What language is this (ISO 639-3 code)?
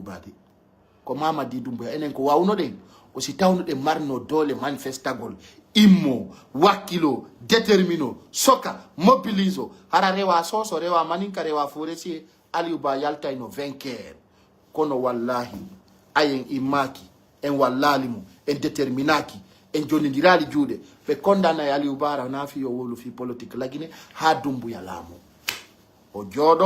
fuf